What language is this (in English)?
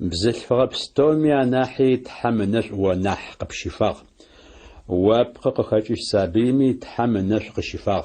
Adyghe